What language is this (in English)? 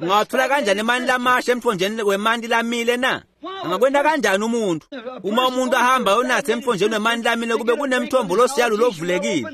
Swati